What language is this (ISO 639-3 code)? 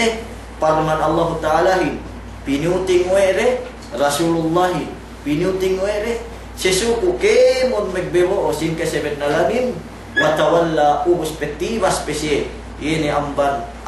yka